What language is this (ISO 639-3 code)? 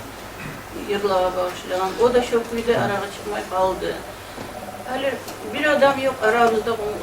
kum